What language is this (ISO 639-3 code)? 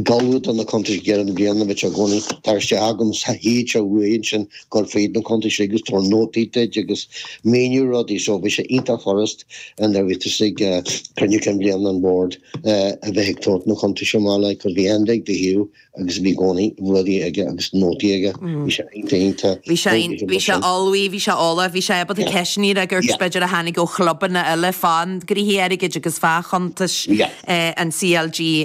gle